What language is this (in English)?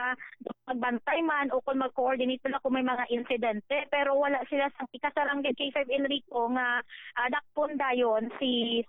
Hiligaynon